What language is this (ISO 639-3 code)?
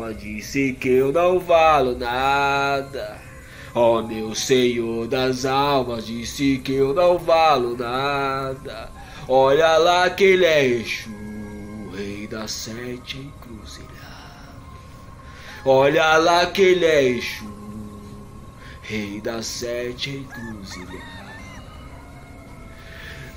por